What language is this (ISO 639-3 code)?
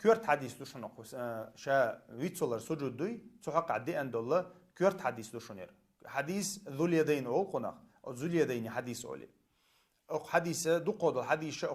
che